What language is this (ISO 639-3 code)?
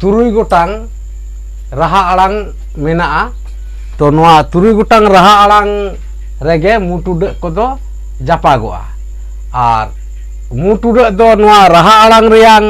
sat